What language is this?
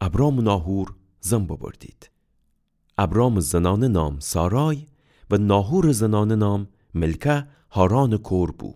Gilaki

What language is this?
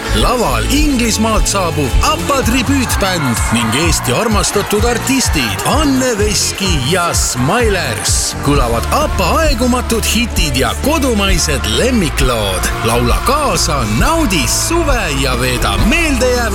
Estonian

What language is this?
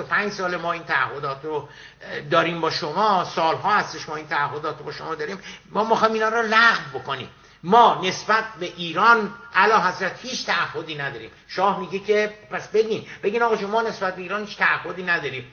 Persian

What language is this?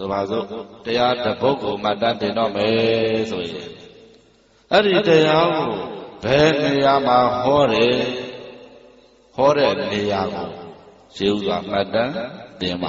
Burmese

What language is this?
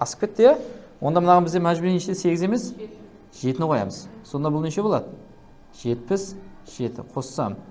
Kara-Kalpak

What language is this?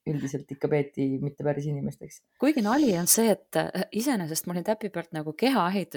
Estonian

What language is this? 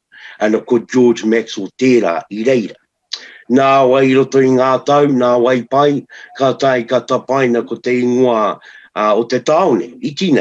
Māori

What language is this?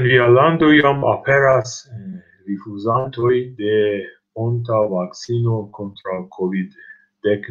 Esperanto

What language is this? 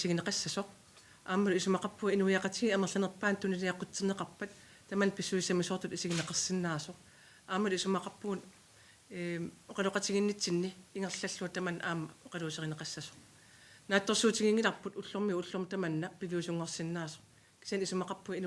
Kalaallisut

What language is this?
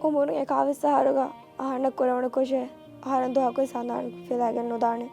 Divehi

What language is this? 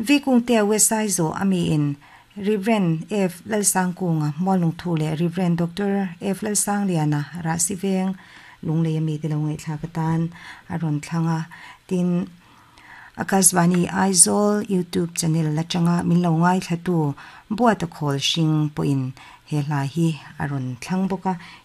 Mizo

